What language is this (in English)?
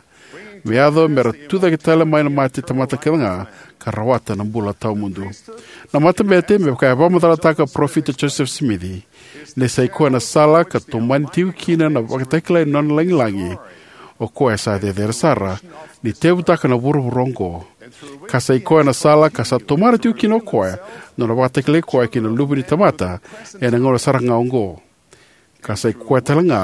Fijian